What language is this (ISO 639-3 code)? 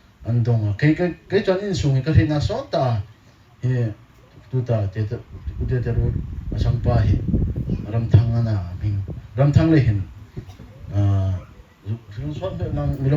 hmr